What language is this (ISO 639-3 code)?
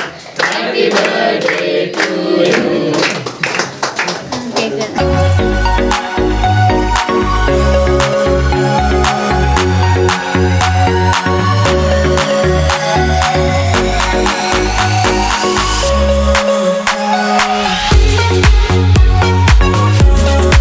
mar